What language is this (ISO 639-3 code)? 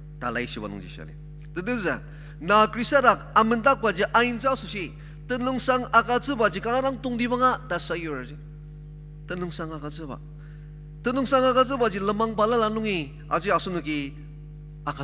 njo